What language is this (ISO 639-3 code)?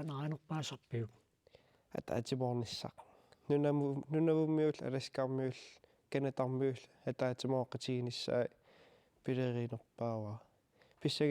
kal